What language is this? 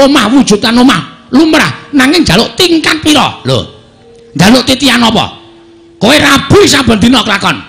Javanese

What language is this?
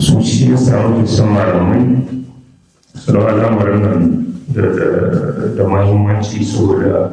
Hausa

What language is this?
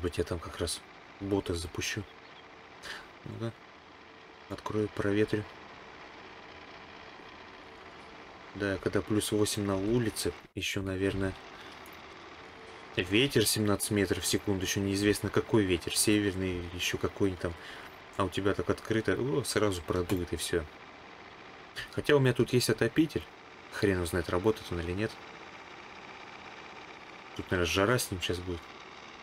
Russian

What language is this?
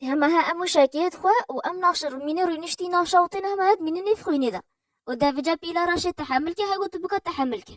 Kurdish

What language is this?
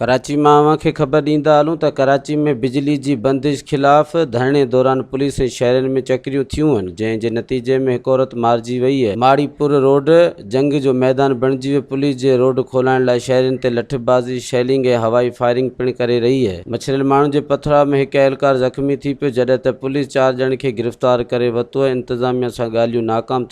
Sindhi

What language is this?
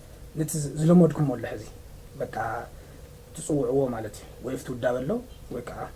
Tigrinya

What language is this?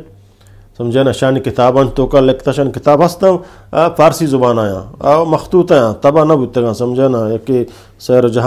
Eastern Balochi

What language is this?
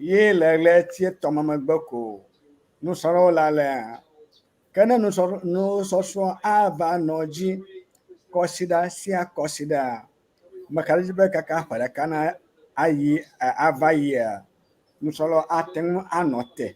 Ewe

